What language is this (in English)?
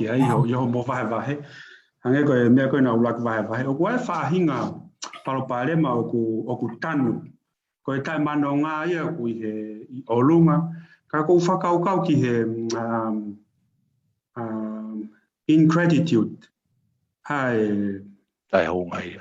Tongan